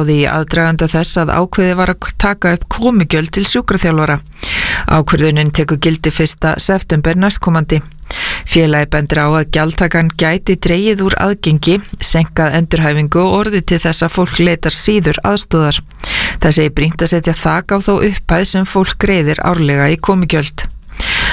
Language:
Icelandic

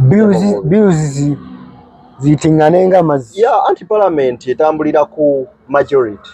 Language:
Ganda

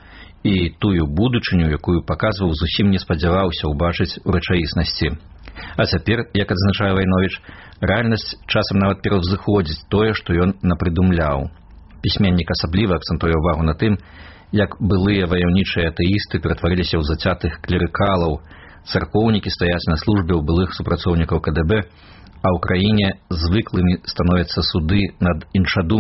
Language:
Belarusian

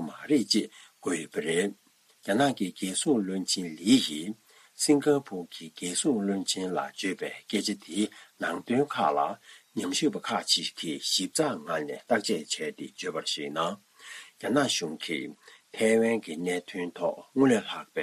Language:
Tibetan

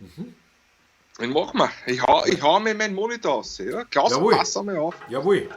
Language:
Bavarian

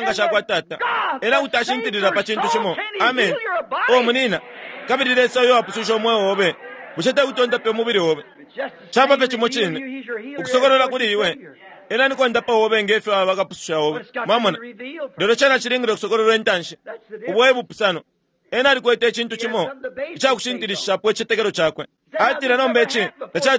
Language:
Bemba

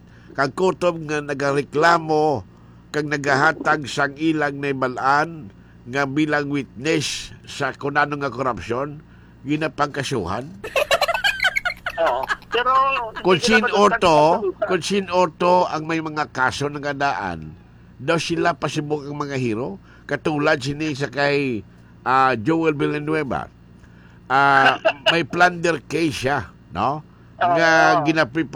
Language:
Hiligaynon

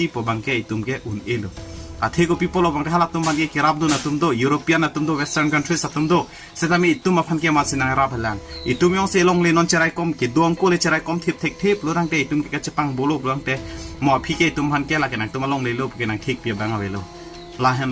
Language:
Karbi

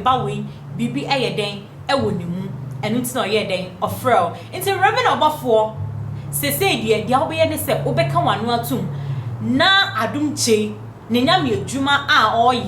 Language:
Akan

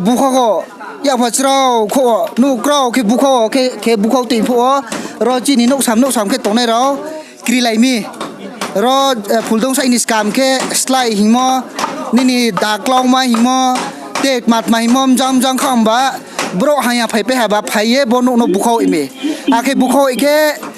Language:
Riang (India)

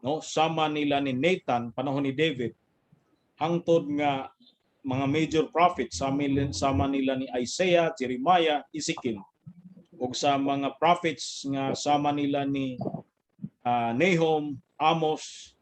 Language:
Cebuano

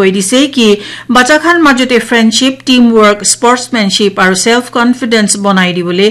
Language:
Naga Pidgin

